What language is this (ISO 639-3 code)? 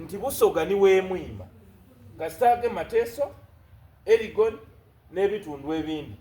xog